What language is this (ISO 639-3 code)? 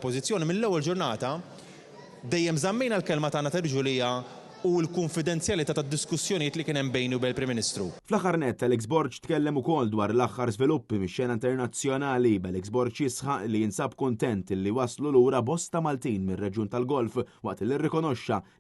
mlt